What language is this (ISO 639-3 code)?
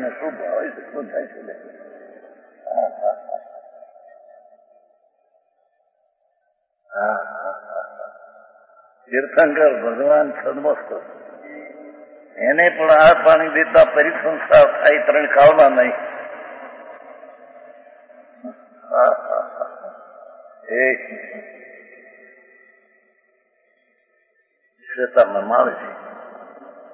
guj